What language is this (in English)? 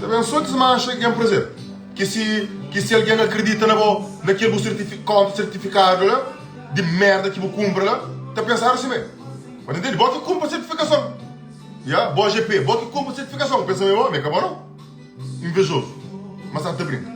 Kabuverdianu